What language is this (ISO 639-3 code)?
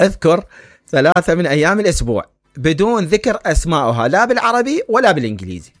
acm